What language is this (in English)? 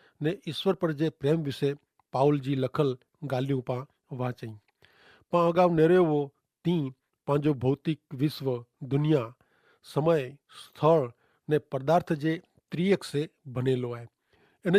Kachhi